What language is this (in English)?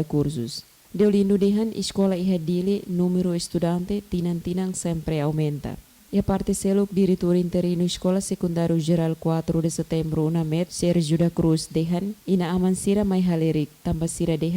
Tetum